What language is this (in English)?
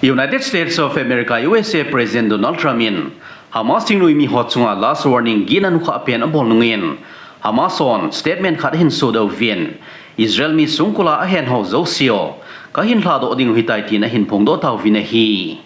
Thado Chin